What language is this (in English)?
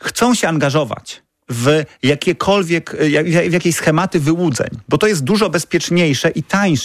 Polish